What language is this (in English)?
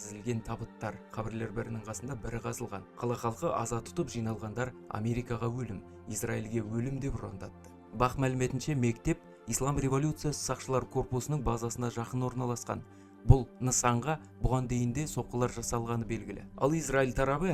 Kazakh